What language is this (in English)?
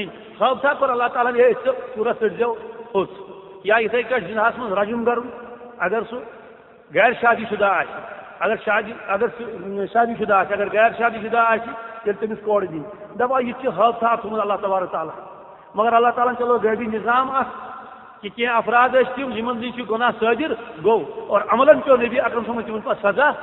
Kashmiri